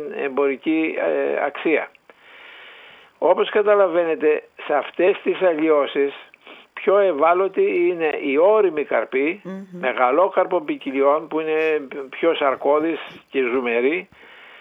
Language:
Greek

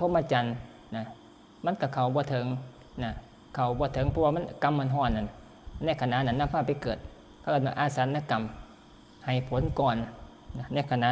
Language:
Northeastern Thai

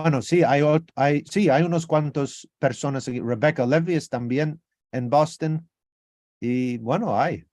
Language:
Ladino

